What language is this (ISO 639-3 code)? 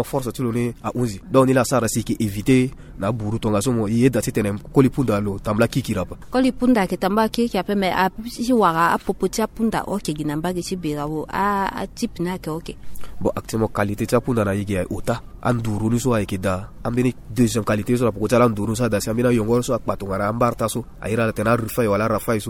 sag